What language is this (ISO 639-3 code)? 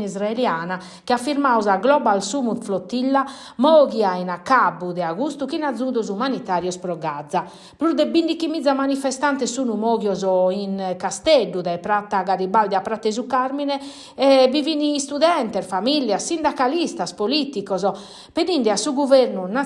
srd